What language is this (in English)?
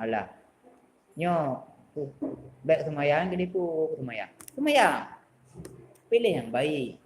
Achinese